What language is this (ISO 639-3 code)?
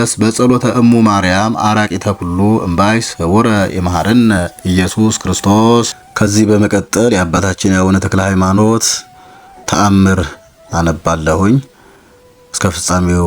amh